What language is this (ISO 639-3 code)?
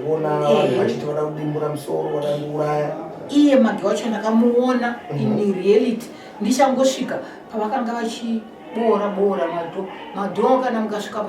sna